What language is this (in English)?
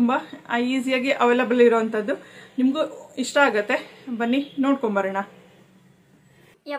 Kannada